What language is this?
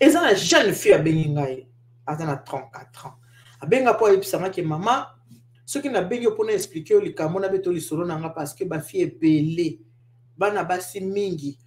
Lingala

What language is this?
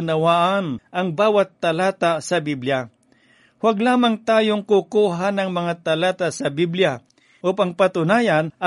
Filipino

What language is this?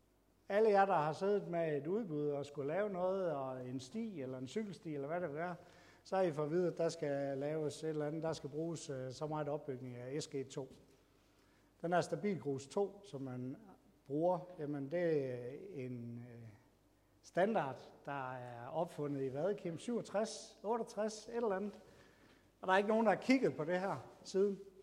Danish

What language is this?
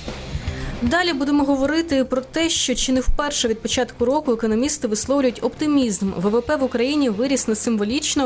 Ukrainian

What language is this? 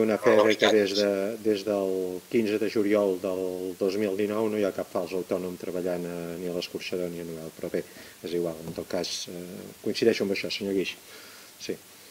Catalan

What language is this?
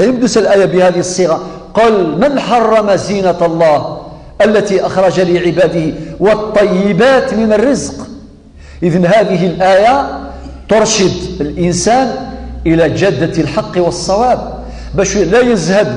Kabyle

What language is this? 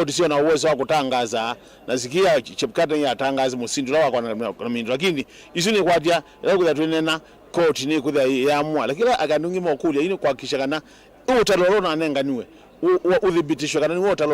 Kamba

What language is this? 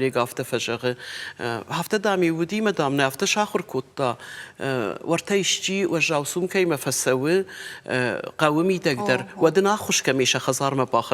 Ossetic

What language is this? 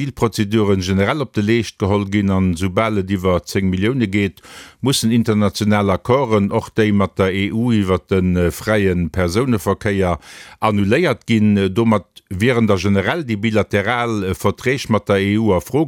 Luxembourgish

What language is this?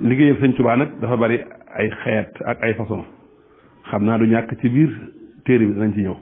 Wolof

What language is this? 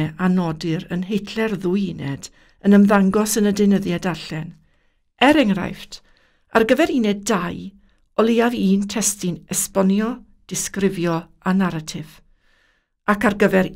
Welsh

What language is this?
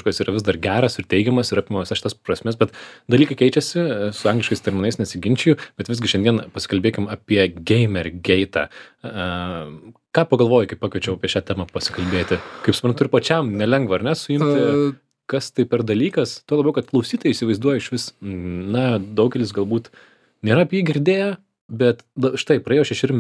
Lithuanian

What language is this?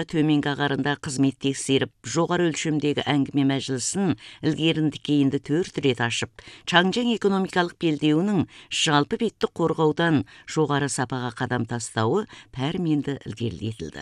Kazakh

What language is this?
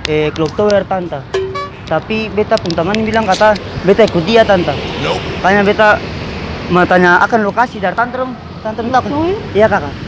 Ambonese Malay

